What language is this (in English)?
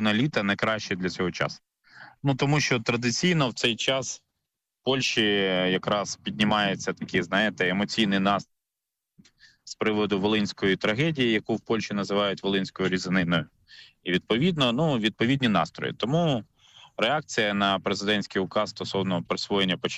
Ukrainian